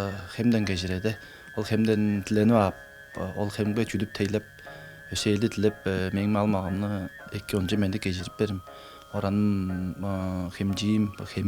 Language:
Tuvinian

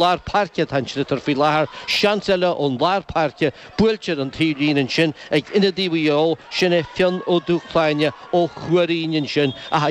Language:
Irish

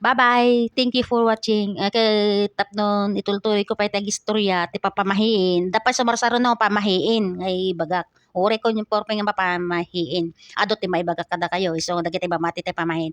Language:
Iloko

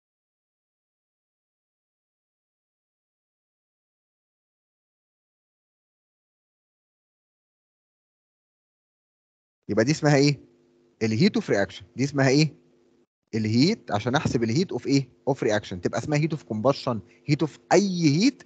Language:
Egyptian Arabic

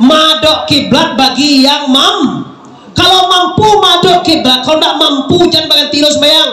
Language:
Minangkabau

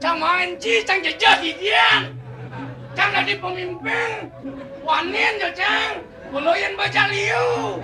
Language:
Balinese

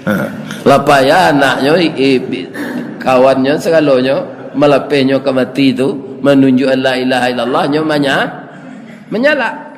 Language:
Minangkabau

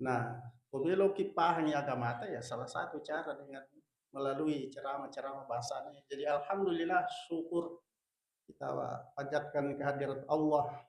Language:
Buginese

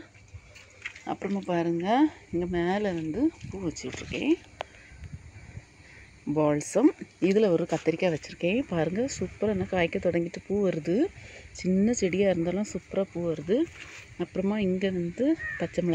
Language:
Tamil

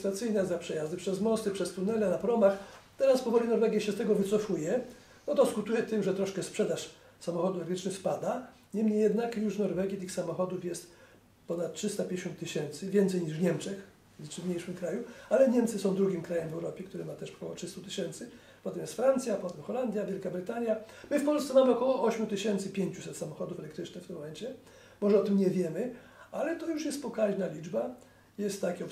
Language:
Polish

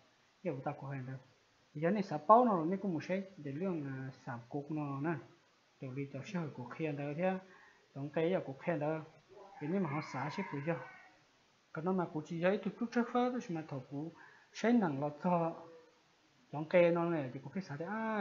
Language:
Hmong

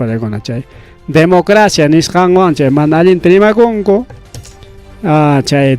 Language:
Ayacucho Quechua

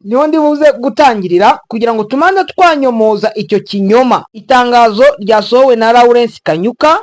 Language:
Kinyarwanda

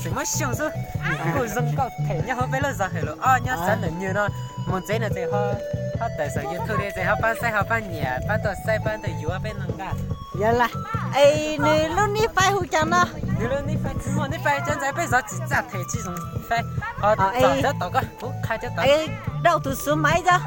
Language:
Hmong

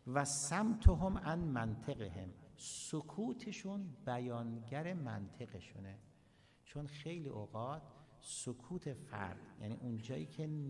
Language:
Persian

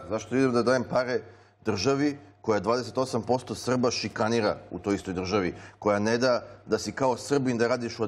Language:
Serbian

